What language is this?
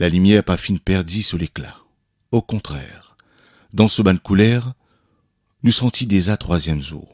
Morisyen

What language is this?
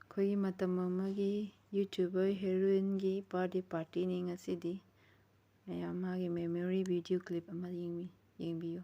Manipuri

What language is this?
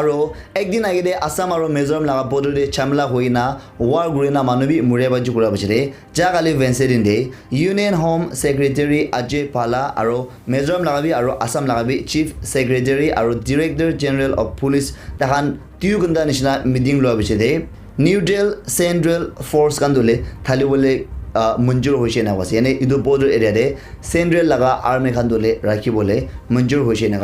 Naga Pidgin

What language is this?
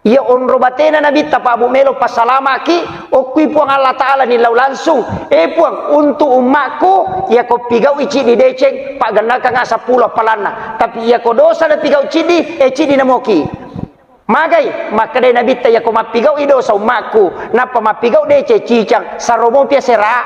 Buginese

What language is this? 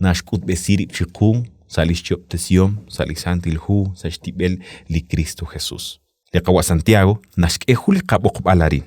Kekchí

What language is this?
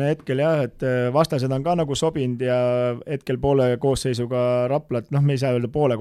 Estonian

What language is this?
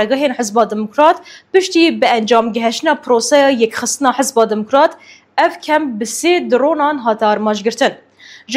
Kurdish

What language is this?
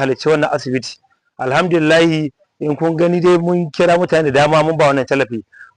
Hausa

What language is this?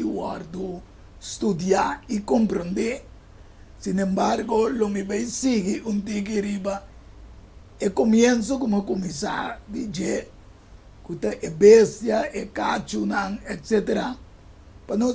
Papiamento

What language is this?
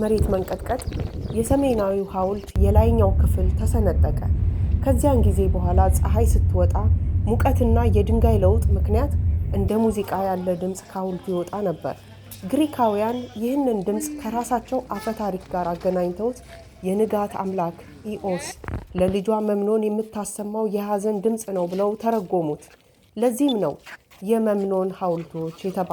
Amharic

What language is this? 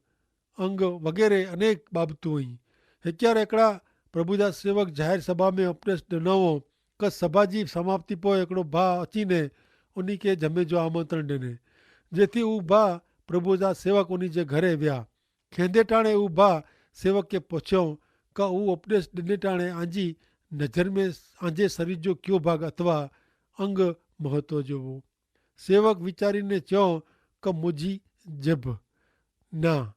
Kachhi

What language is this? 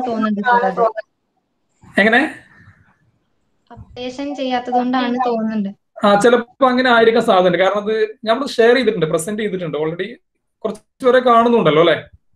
Malayalam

